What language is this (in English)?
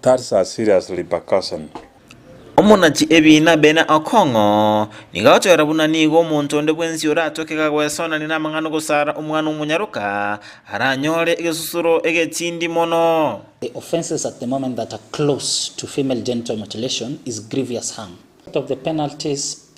Gusii